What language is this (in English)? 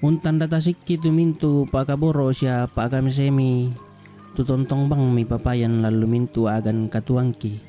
Toraja-Sa'dan